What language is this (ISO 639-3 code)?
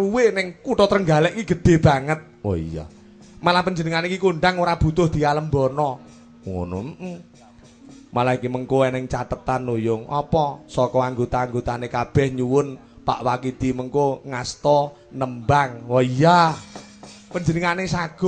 jav